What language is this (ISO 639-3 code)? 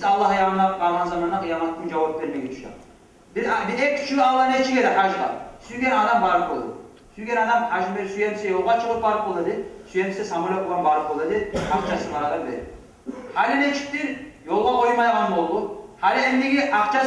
kum